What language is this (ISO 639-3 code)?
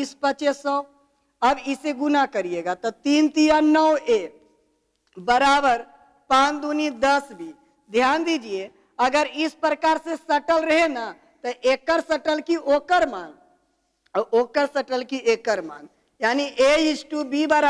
hin